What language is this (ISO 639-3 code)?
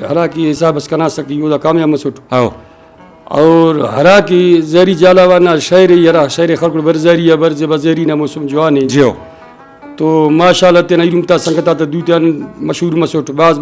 brh